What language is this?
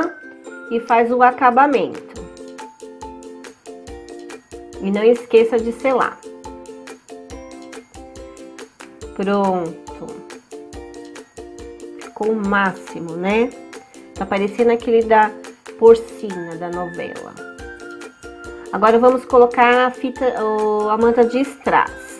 Portuguese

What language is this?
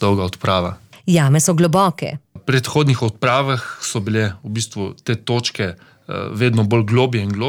Slovenian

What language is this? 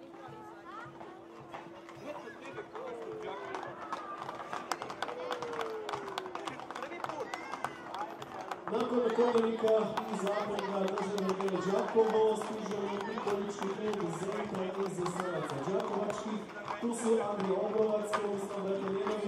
Croatian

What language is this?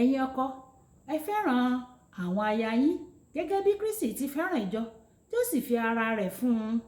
Yoruba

